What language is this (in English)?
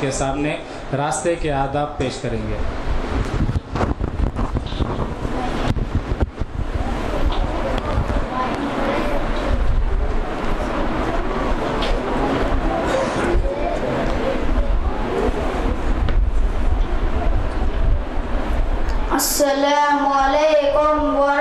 Urdu